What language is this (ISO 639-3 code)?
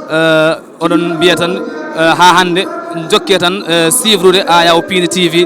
ful